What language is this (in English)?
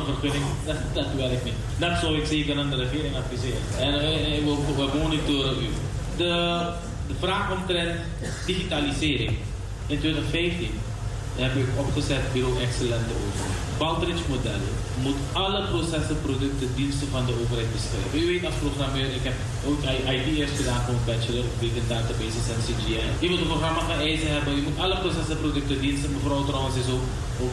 Dutch